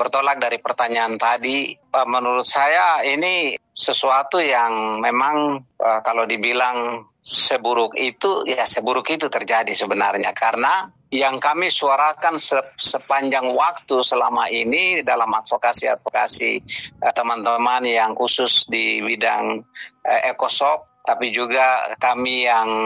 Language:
Indonesian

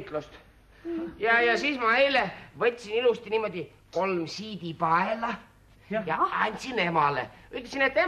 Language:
Estonian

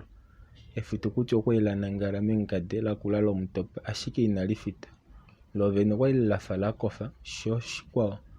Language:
Kuanyama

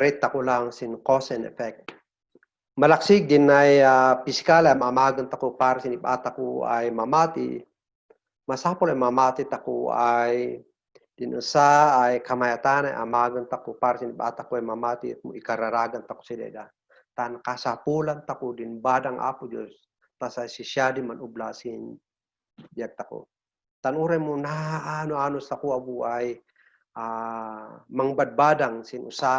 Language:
Kankanaey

